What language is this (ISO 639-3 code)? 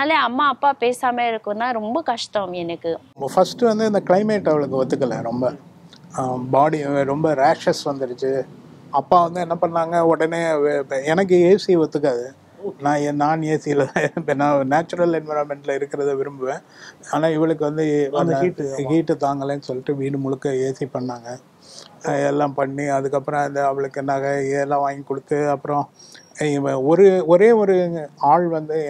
tam